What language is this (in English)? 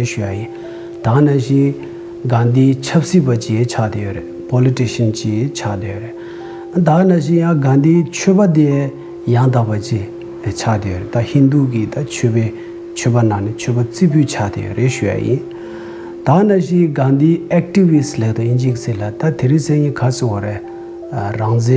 Tibetan